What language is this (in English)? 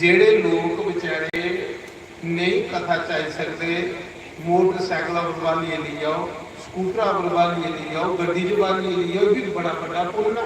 Dogri